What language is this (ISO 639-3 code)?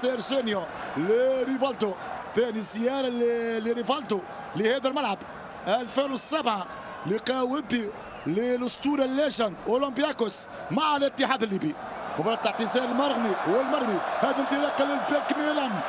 ara